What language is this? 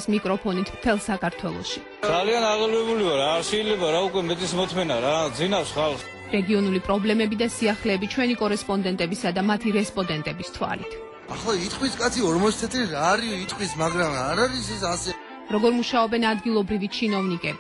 Georgian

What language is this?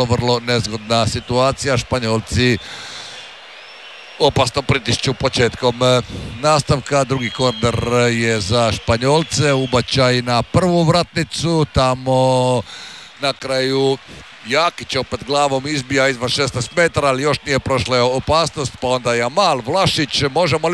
Croatian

